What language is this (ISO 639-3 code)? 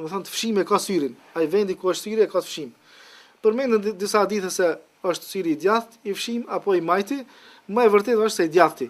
sqi